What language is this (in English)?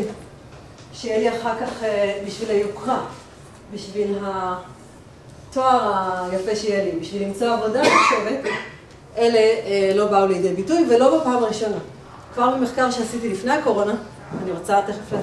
Hebrew